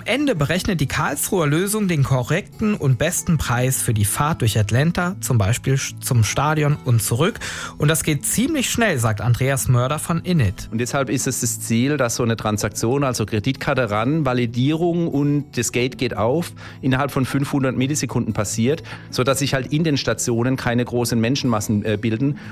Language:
German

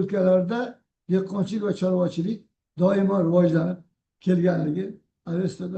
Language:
Uzbek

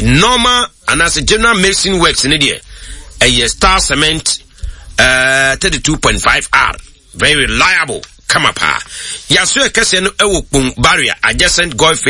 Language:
Akan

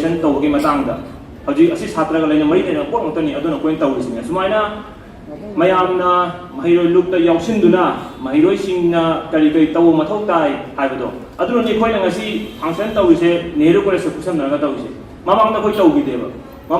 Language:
Manipuri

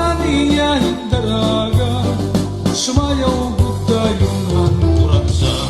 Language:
Waray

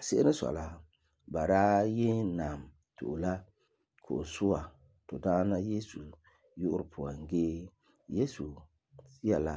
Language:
Frafra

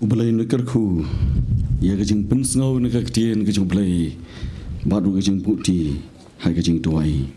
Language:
Khasi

